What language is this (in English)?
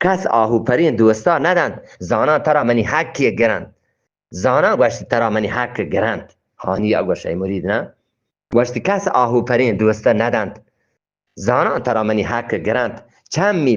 Eastern Balochi